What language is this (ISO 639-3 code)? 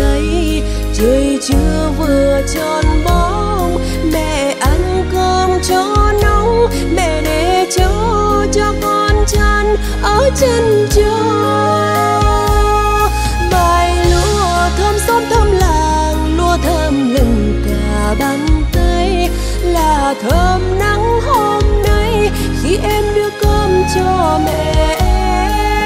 vie